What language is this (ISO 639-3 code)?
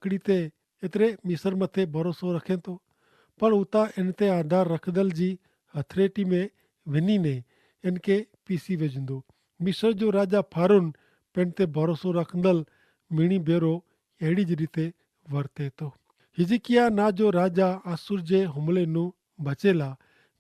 kfr